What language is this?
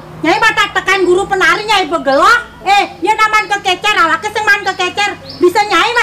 Balinese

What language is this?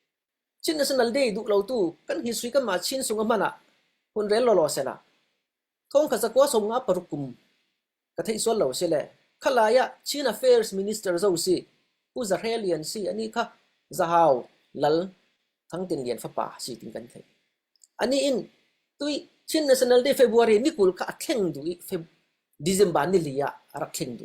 Falam Chin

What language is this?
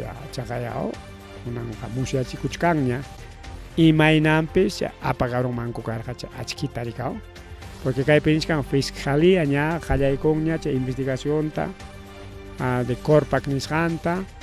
Ayacucho Quechua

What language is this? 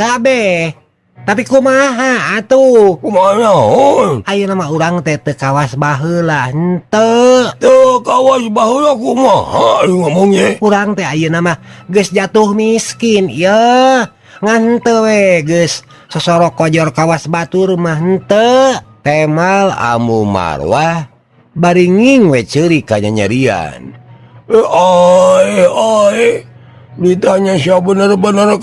Sundanese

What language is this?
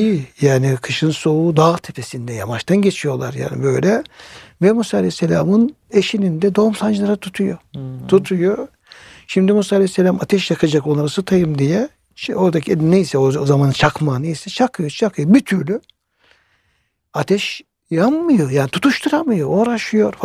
Turkish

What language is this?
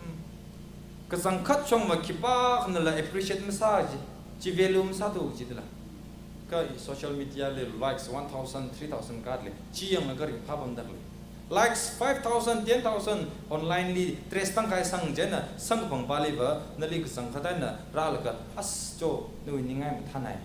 Tangkhul Naga (India)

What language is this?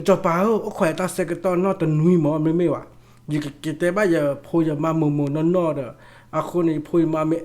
S'gaw Karen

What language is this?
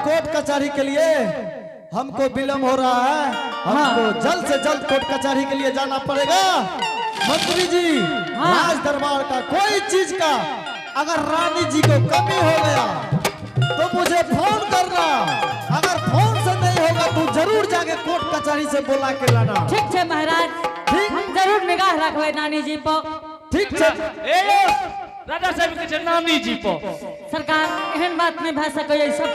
Angika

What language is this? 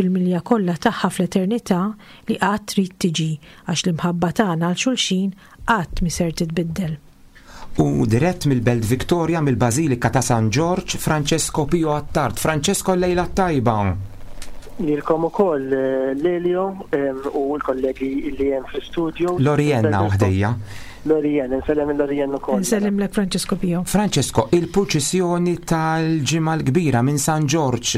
Maltese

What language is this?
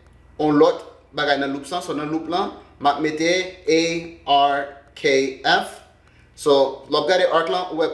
Haitian Creole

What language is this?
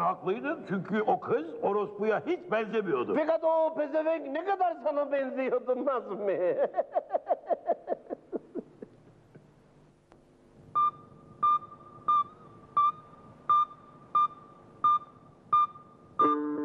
Turkish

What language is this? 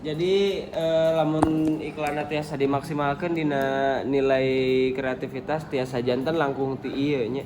Sundanese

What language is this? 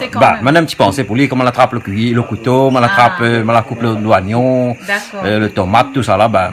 Réunion Creole French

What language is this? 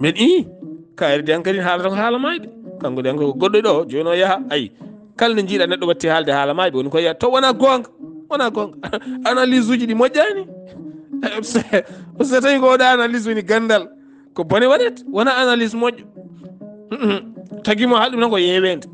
Fula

